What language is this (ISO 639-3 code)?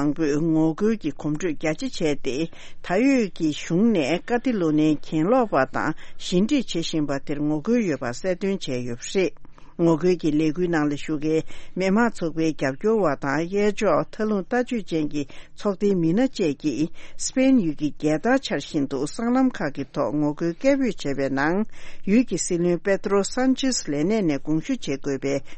bod